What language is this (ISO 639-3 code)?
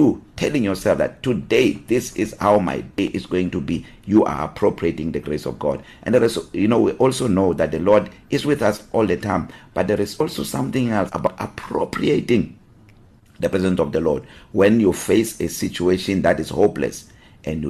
eng